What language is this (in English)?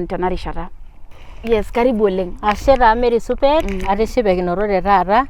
Masai